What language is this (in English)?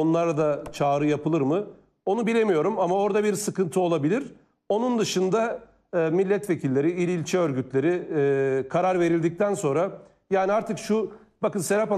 Turkish